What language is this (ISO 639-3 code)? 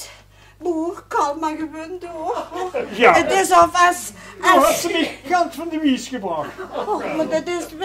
lim